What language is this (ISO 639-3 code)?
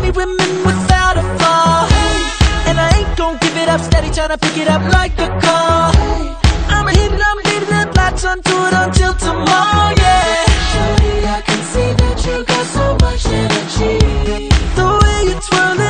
eng